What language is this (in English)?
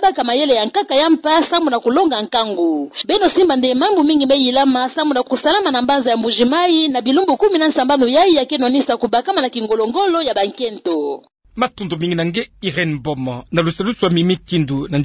Kituba (Democratic Republic of Congo)